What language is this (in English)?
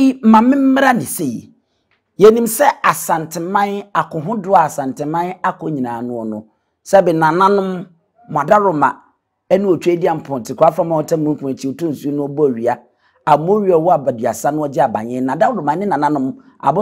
Akan